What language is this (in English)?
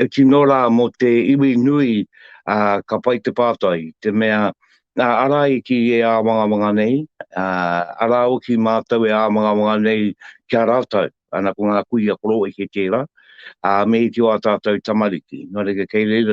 Māori